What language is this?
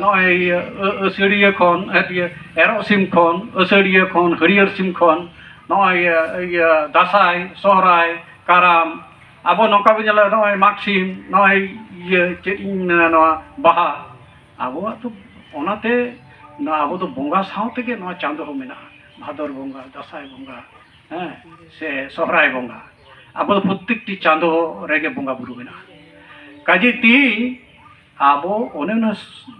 Santali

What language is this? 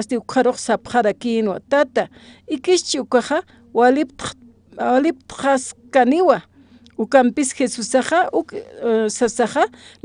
Aymara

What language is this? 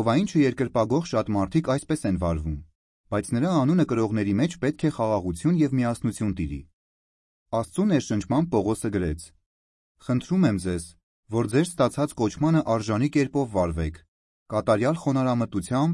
Armenian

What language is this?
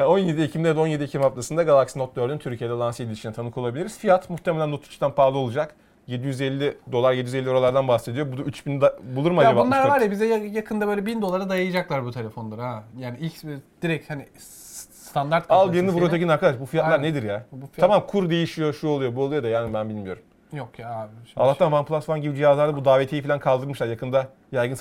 Turkish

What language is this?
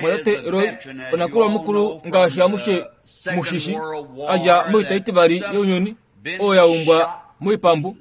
Kuanyama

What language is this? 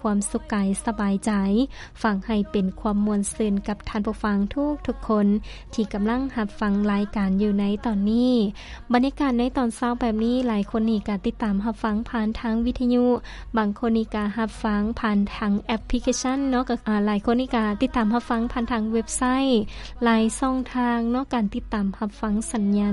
Lao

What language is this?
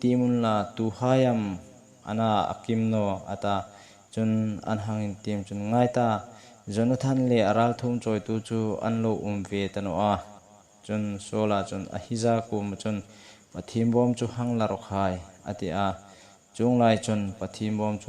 Hmar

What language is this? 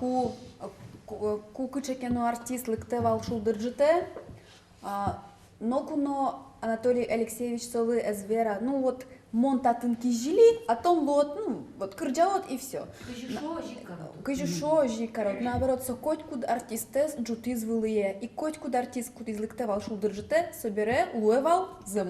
Udmurt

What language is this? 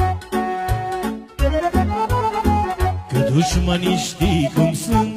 Romanian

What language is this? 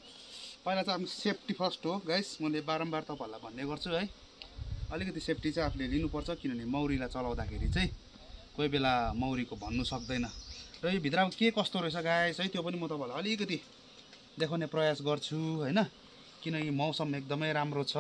Nepali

